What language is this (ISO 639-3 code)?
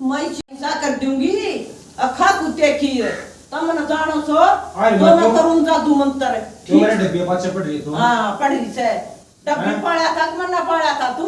bgc